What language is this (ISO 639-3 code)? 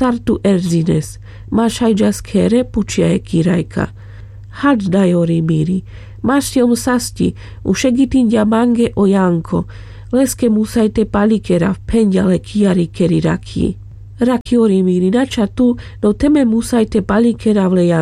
rmc